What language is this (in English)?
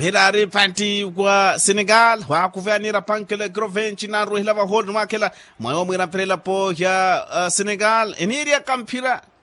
Makhuwa